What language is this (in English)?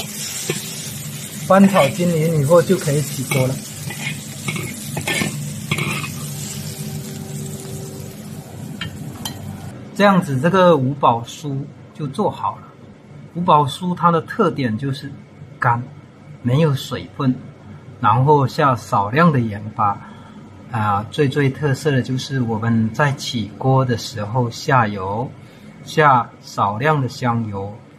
Chinese